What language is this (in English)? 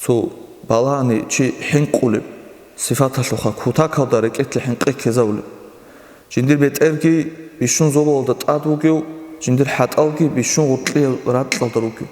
Avaric